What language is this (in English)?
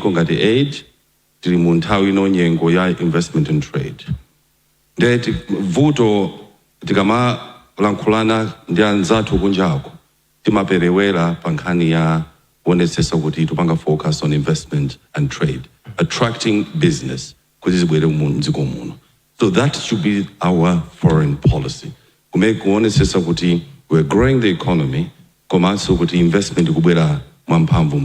Nyanja